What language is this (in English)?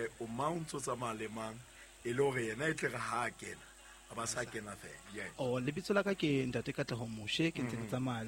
Southern Sotho